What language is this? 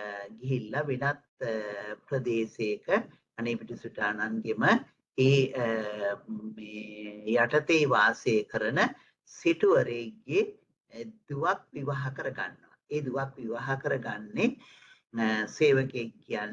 Sinhala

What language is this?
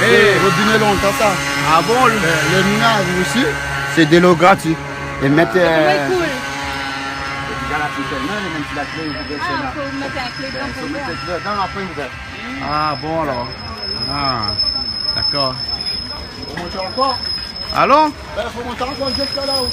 Réunion Creole French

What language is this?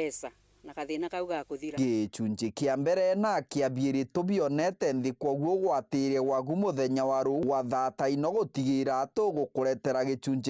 Meru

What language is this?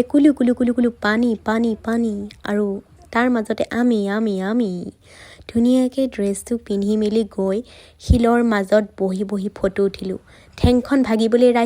Assamese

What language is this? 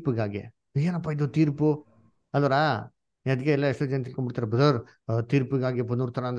Kannada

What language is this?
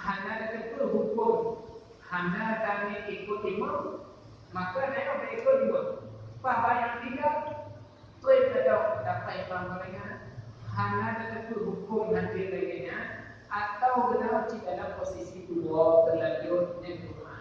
Achinese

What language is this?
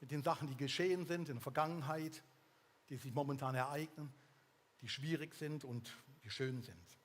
Swiss German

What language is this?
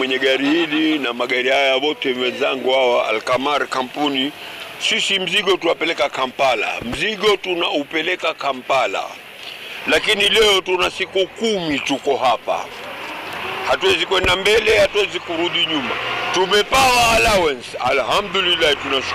Swahili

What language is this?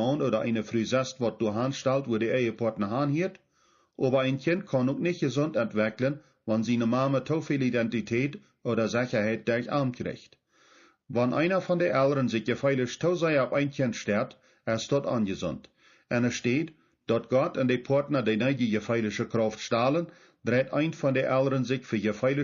Plautdietsch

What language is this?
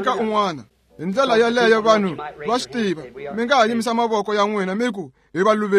Tsonga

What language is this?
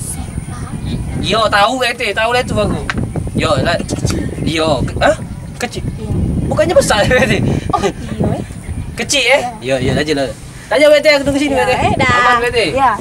Musi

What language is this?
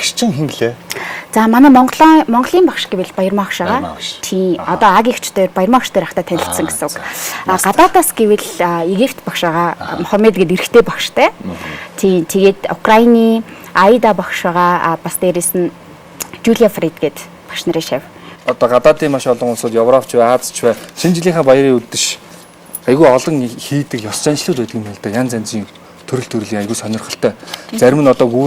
Mongolian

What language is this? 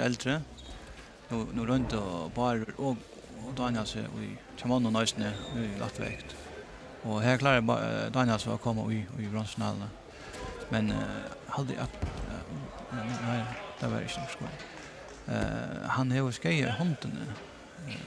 Faroese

